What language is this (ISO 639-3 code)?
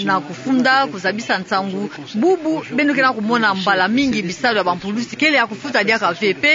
ktu